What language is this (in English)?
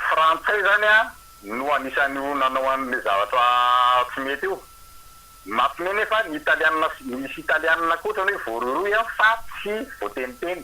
Malagasy